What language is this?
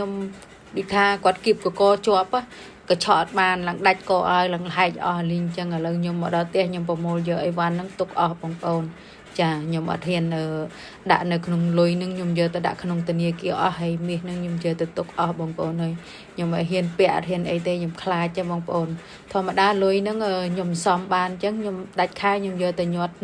Khmer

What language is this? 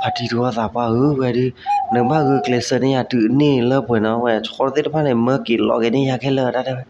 S'gaw Karen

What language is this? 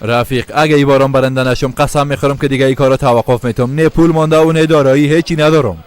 Persian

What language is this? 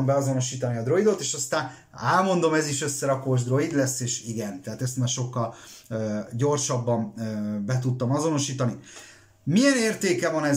Hungarian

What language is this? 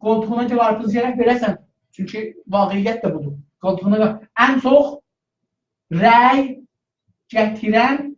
South Azerbaijani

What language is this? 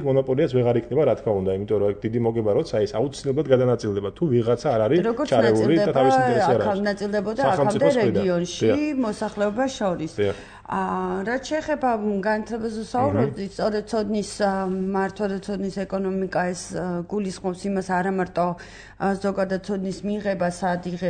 Georgian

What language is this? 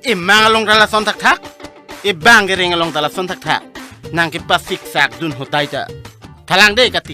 Karbi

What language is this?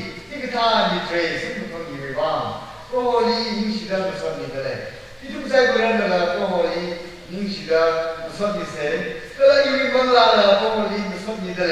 Tangkhul Naga (India)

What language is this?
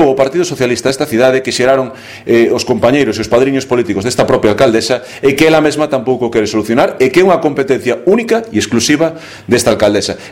Galician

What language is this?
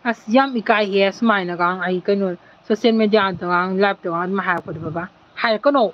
Manipuri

